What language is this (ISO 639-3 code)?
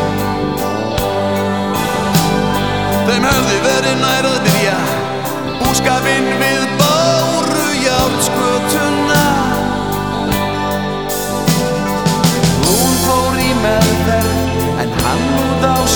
isl